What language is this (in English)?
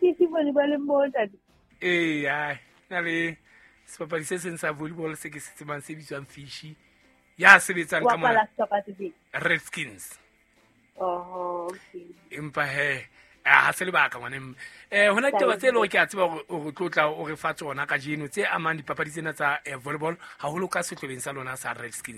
Southern Sotho